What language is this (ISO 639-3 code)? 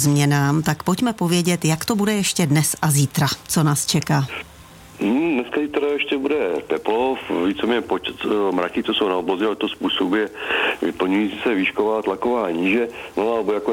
ces